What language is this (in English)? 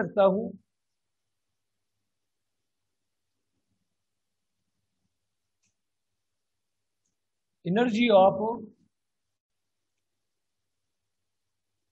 Urdu